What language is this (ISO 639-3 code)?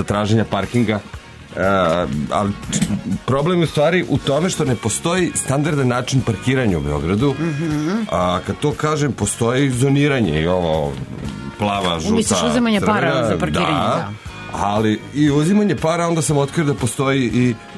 srp